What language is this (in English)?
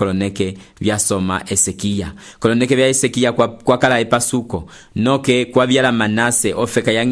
Umbundu